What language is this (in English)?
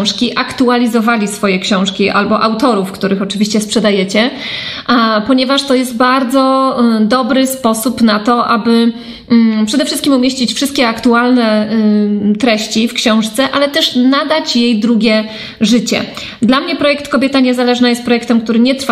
Polish